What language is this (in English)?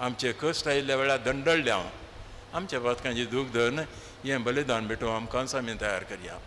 Konkani